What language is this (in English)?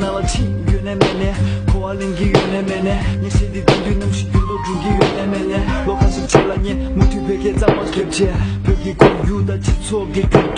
Tibetan